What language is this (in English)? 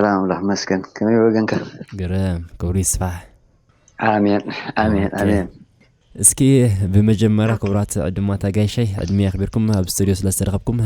Tigrinya